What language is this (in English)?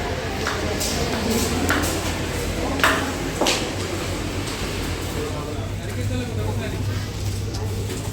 Kok Borok